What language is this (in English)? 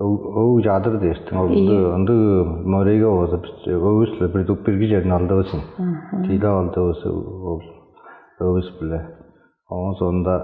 Tuvinian